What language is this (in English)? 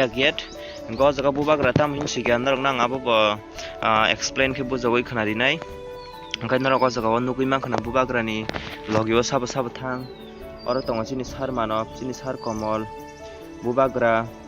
Kok Borok